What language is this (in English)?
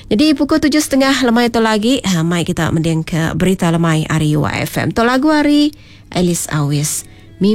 Iban